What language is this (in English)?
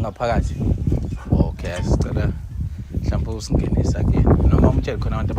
Zulu